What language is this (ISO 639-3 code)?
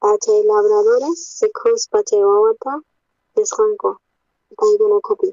quh